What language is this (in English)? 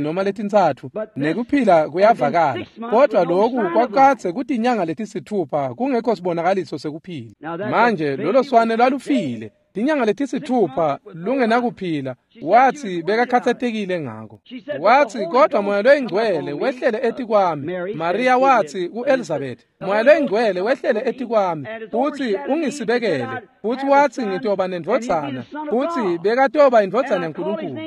Swati